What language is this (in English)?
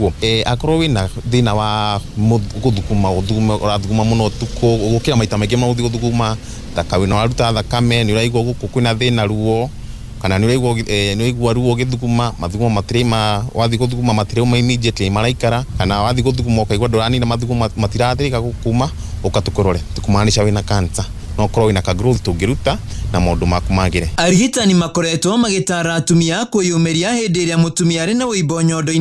Kikuyu